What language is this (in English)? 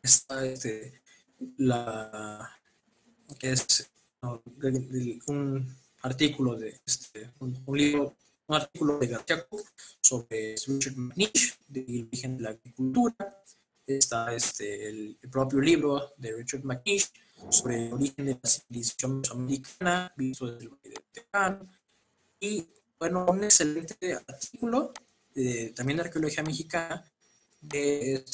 Spanish